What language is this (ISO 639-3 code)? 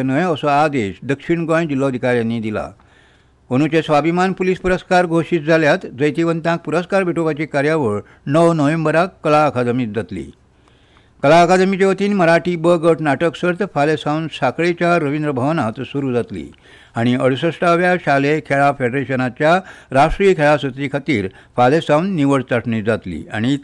kok